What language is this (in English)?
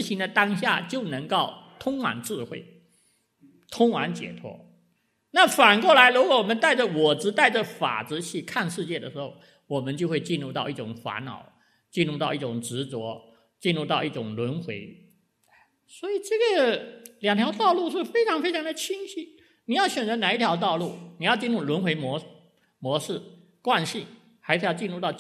Chinese